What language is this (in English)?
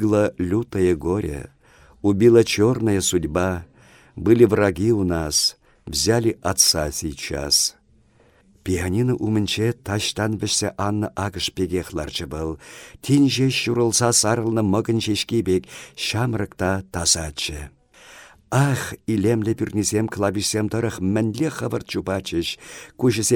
Chuvash